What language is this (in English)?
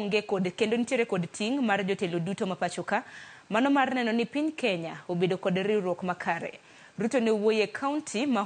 Luo (Kenya and Tanzania)